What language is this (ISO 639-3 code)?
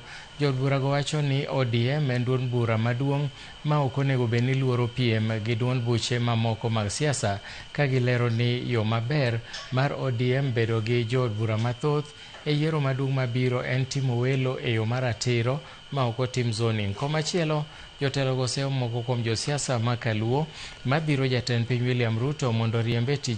luo